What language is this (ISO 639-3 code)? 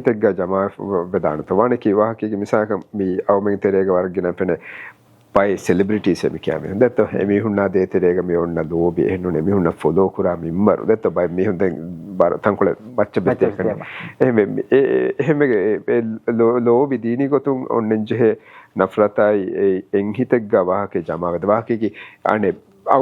div